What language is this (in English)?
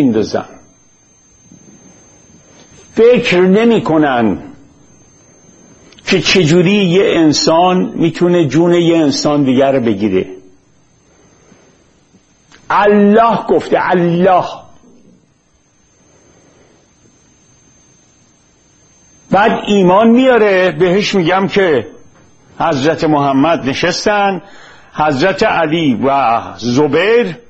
Persian